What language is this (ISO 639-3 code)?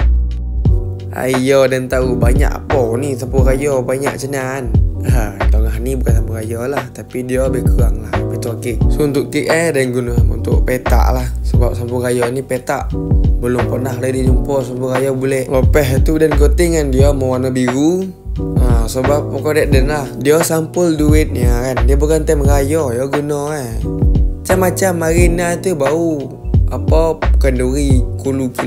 msa